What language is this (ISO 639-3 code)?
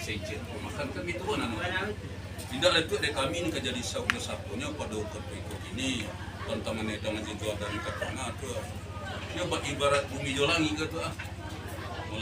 min